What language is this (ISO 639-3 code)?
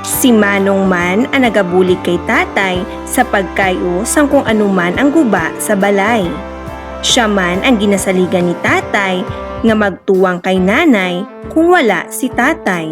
hil